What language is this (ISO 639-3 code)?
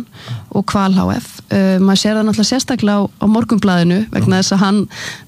isl